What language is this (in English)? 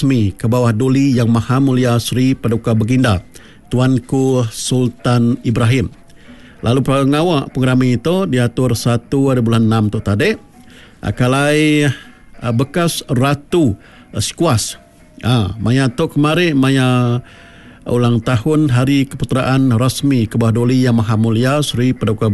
Iban